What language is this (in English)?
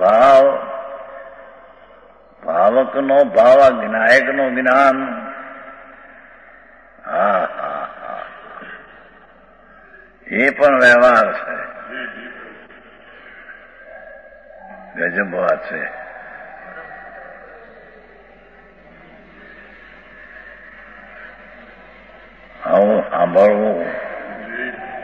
Gujarati